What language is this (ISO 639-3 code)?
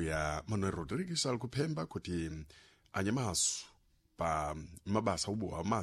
seh